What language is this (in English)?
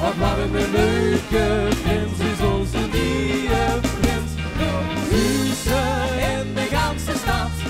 Limburgish